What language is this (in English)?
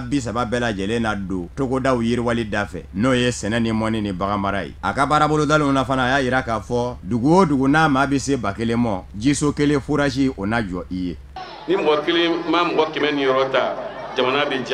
Bambara